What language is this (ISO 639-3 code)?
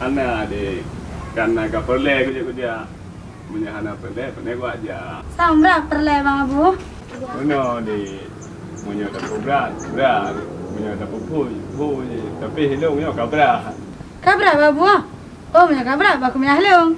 ace